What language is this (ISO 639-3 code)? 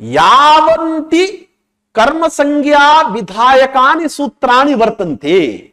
san